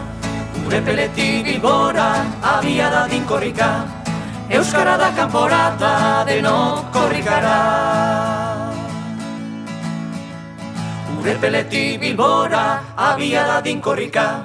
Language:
Basque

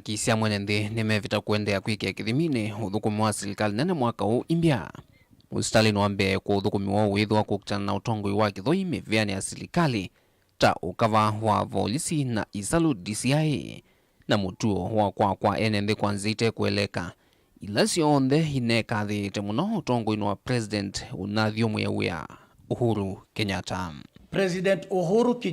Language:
Kamba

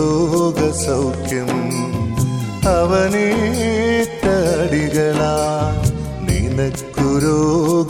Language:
Malayalam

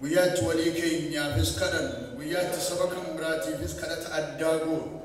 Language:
Oromo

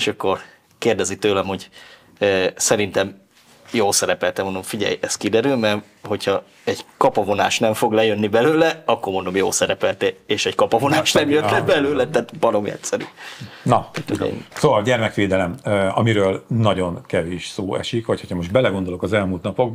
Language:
Hungarian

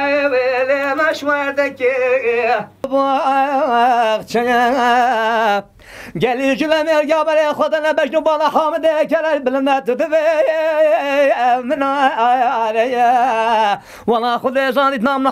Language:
Kurdish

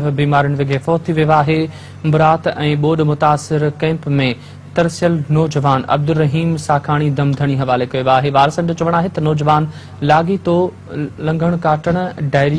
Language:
Sindhi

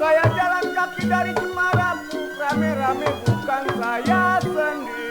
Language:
Betawi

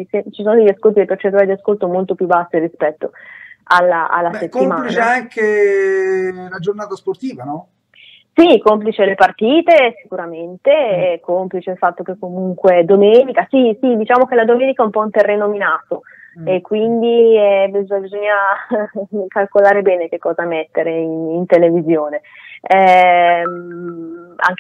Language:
Italian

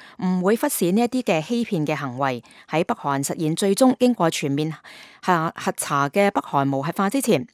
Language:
Cantonese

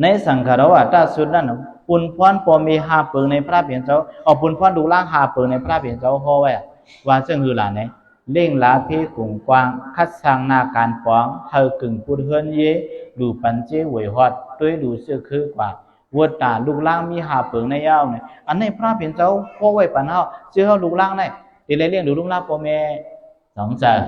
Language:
Shan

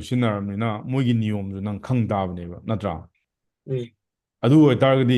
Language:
Manipuri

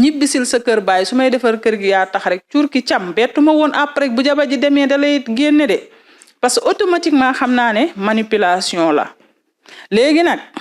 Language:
Wolof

